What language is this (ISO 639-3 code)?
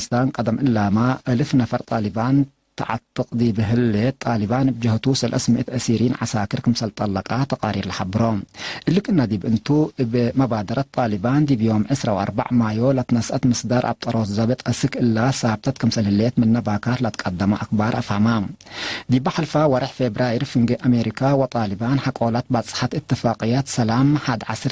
tig